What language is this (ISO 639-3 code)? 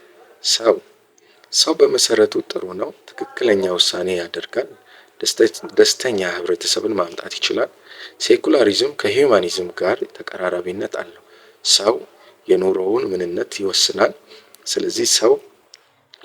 amh